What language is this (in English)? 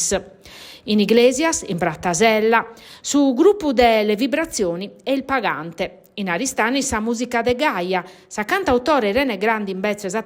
Sardinian